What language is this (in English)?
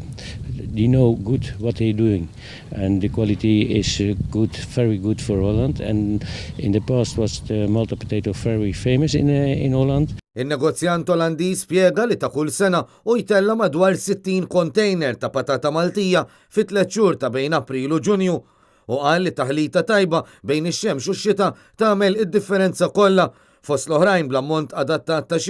Maltese